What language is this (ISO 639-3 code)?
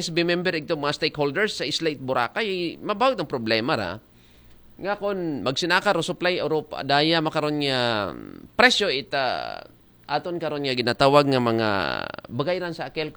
akl